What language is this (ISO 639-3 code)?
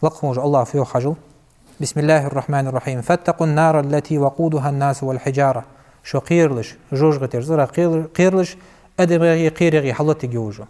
inh